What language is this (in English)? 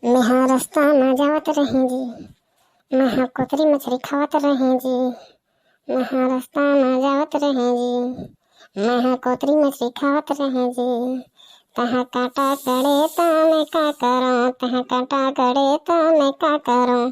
Chhattisgarhi